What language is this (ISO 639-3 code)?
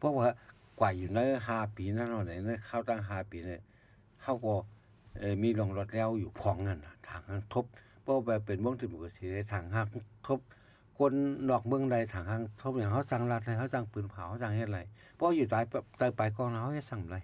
shn